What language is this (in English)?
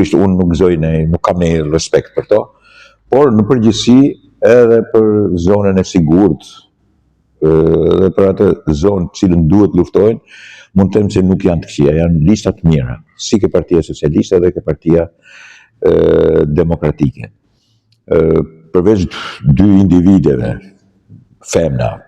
Albanian